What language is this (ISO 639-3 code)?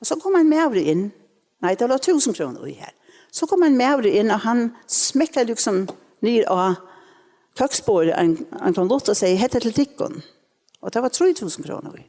fao